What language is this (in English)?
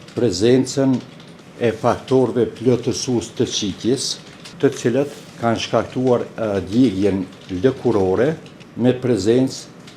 Albanian